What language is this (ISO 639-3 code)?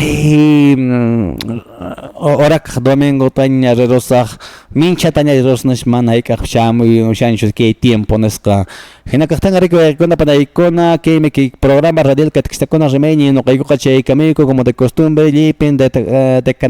que